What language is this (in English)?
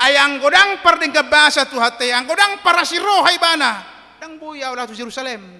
Batak Toba